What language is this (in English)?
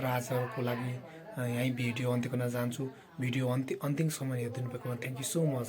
Nepali